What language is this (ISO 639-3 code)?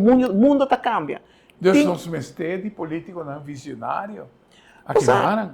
pap